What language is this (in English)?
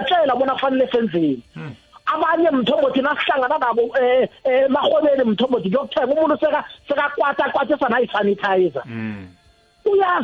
South Ndebele